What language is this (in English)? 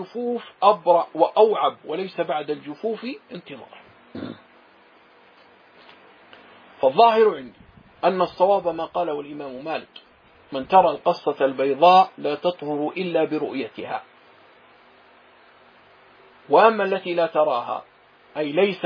Arabic